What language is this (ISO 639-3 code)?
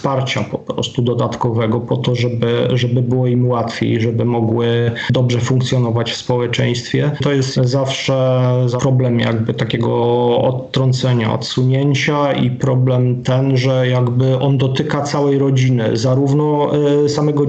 pol